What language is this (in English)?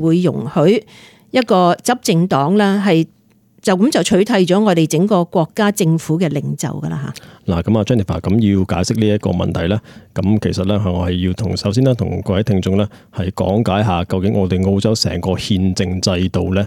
Cantonese